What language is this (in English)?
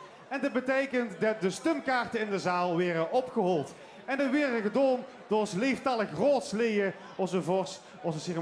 Limburgish